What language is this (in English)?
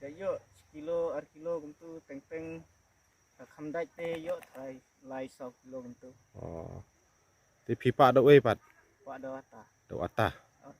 Khasi